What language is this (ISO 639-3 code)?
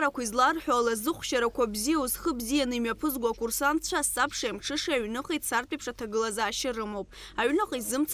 abk